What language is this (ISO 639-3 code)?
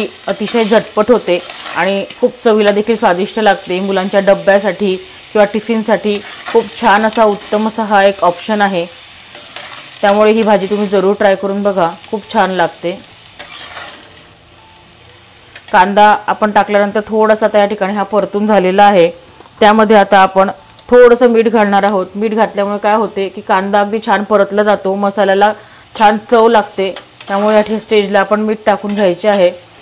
mar